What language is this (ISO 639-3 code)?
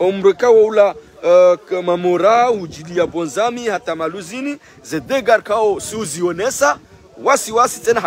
swa